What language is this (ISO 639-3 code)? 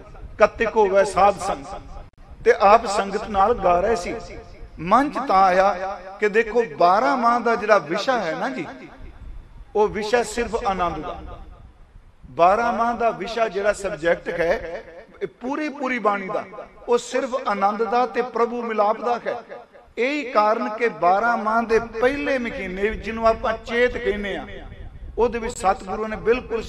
pan